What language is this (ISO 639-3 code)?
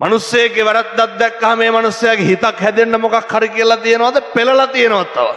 sin